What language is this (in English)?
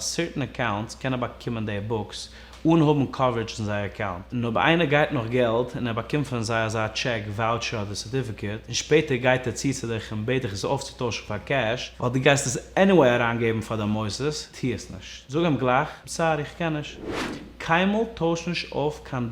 Yiddish